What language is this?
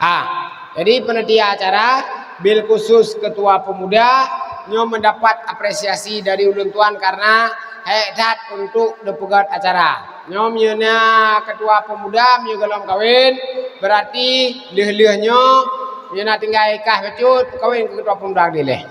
Achinese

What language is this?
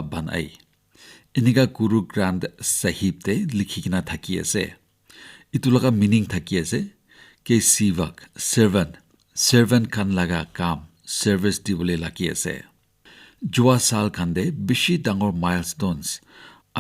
Naga Pidgin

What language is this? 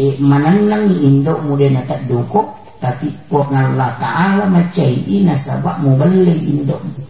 Buginese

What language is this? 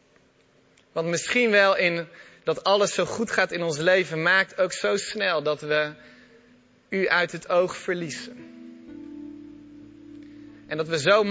Dutch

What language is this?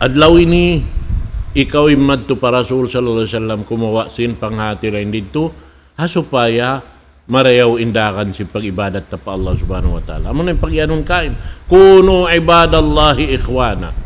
Tausug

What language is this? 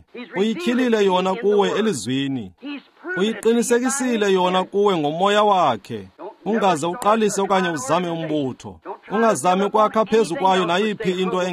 Xhosa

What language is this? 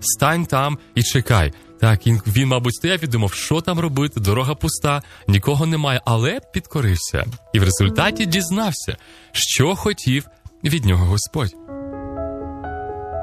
Ukrainian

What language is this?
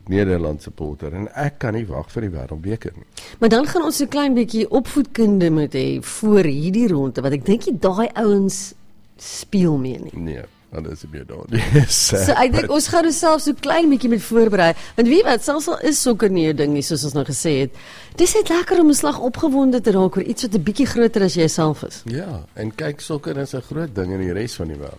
Afrikaans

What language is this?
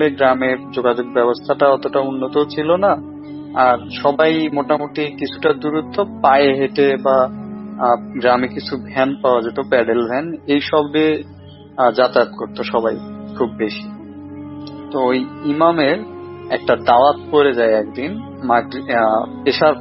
Bangla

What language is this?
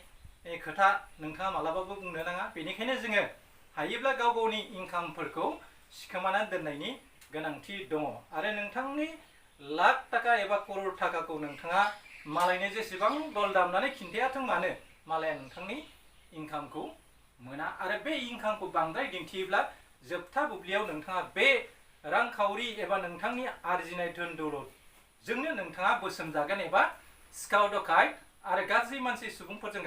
Bodo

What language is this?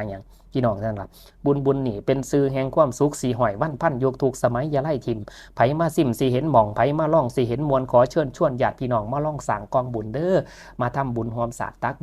Lao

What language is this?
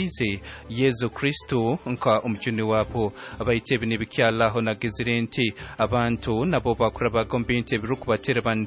Nyankole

